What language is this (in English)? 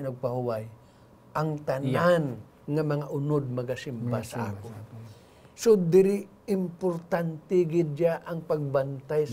Hiligaynon